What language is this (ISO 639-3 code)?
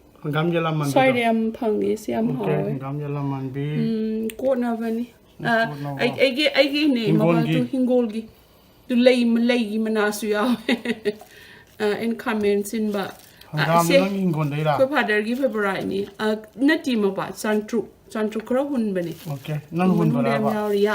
mni